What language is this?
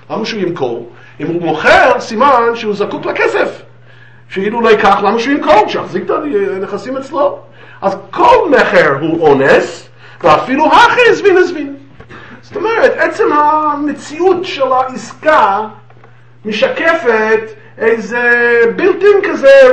Hebrew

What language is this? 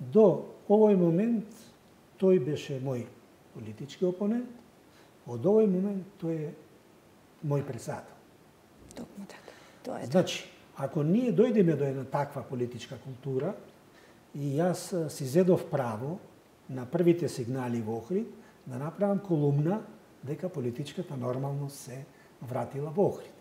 Macedonian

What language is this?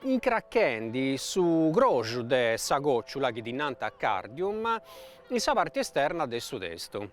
Sardinian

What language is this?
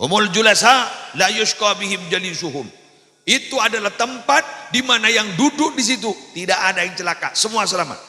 Madurese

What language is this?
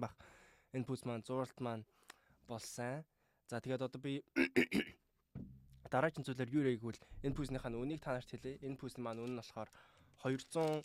Mongolian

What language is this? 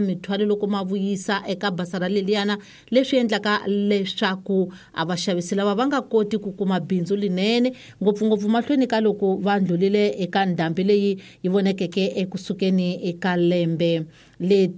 Tsonga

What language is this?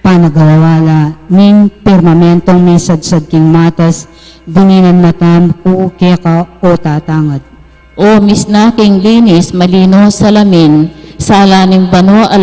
Pampanga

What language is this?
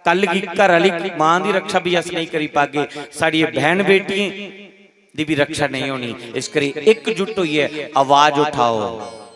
Dogri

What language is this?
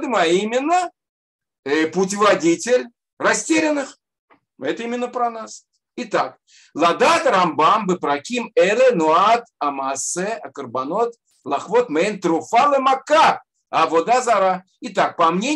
Russian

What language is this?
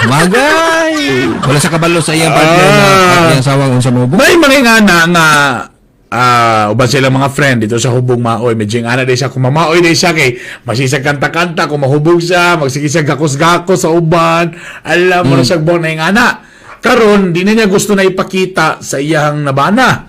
Cebuano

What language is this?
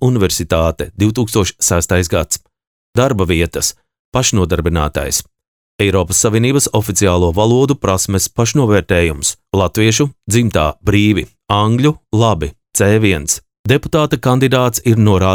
Latvian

